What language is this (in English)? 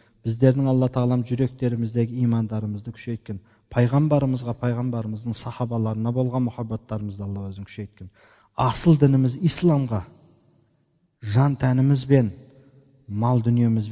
Kazakh